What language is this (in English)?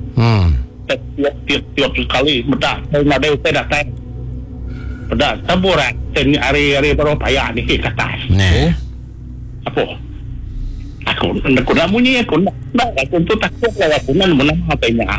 Iban